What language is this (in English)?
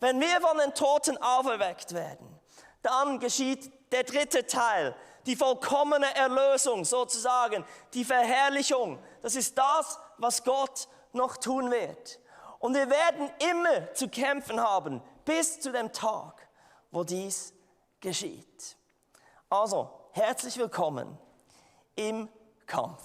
Swiss German